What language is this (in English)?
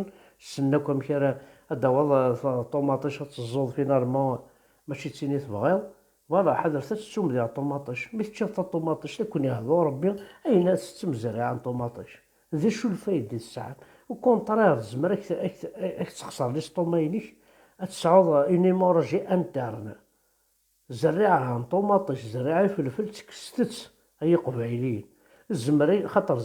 Kabyle